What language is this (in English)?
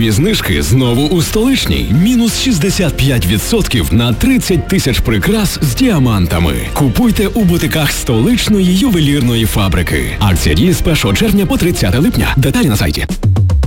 Ukrainian